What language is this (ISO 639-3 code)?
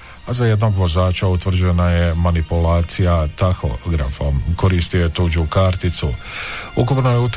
hrv